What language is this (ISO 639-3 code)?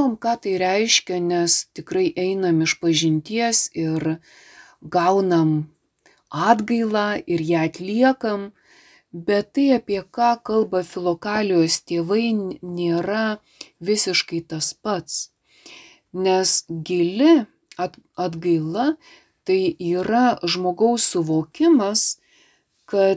lit